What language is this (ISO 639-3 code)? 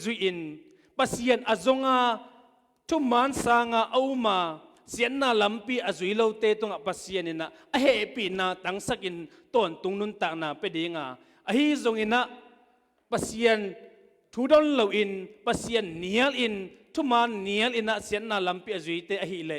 ctd